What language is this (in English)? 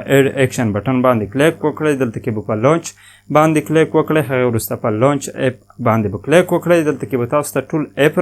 Pashto